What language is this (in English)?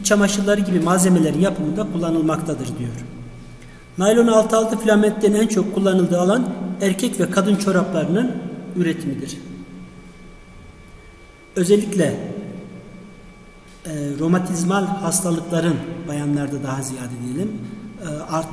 Turkish